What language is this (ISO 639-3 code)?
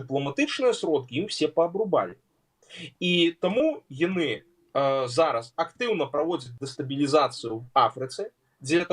bel